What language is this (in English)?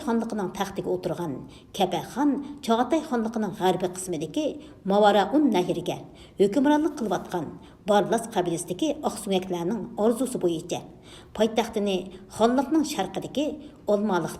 Uyghur